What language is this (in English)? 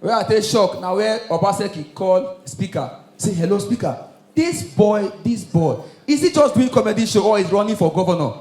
Nigerian Pidgin